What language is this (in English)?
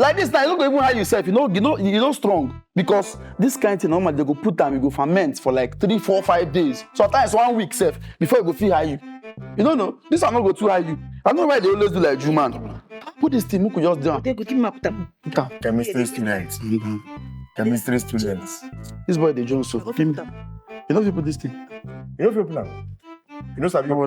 Nigerian Pidgin